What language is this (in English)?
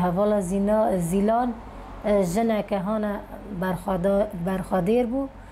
Kurdish